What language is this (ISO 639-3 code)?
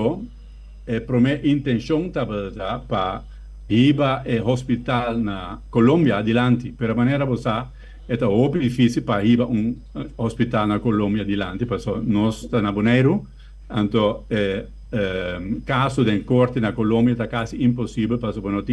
pap